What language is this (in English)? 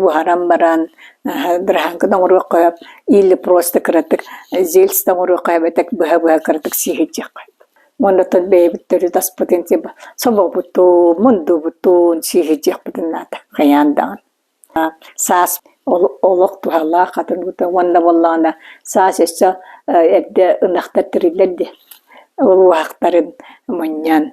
Yakut